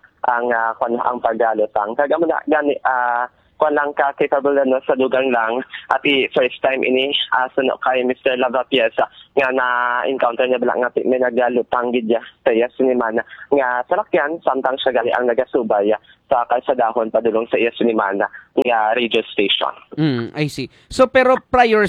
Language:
Hiligaynon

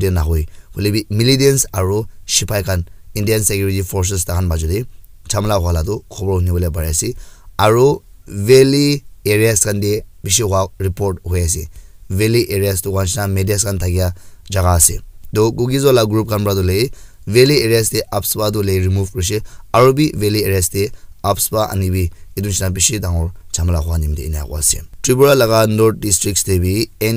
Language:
Naga Pidgin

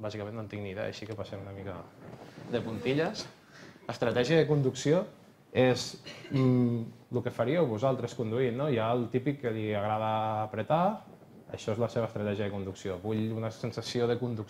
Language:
Catalan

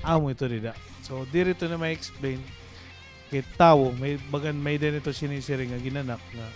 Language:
Waray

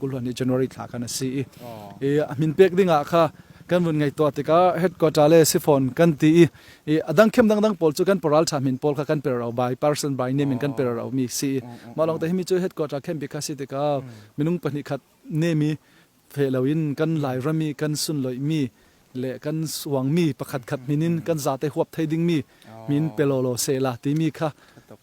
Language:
Falam Chin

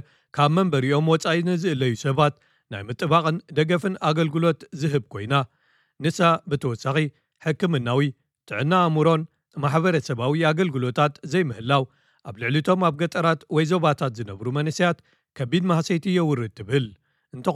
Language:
Tigrinya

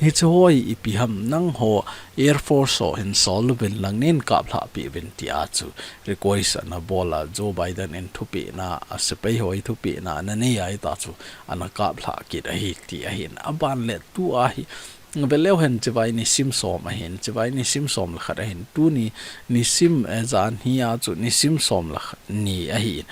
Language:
Thado Chin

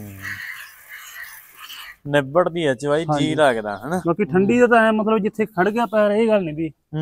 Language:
Punjabi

